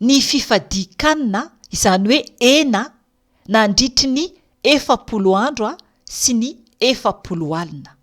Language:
Malagasy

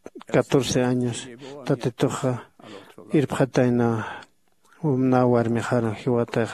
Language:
Aymara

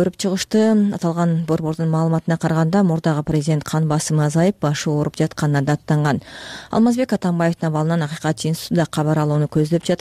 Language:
Kyrgyz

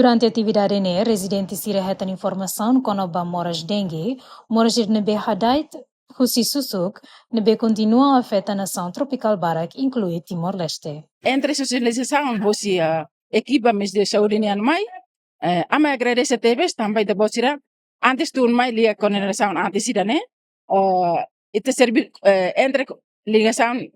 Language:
Tetum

